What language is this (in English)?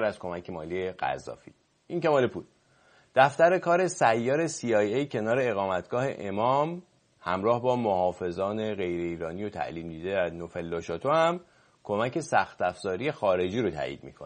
Persian